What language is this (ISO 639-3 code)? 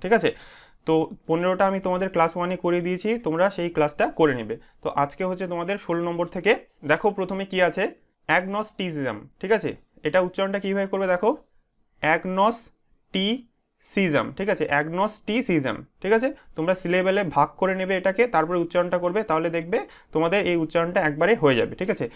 ben